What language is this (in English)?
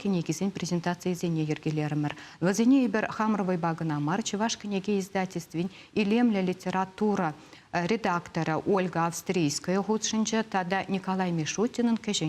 Chuvash